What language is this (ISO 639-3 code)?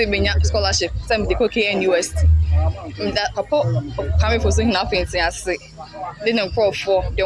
aka